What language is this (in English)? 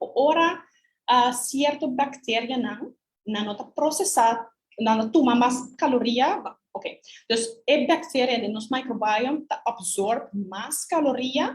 Papiamento